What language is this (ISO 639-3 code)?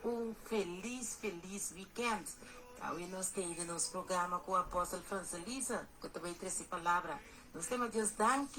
pap